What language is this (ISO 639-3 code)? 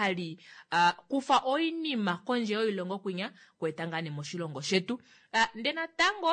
kua